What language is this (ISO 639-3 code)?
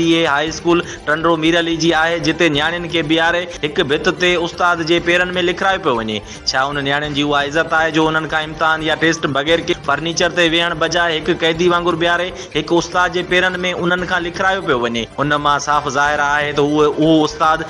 snd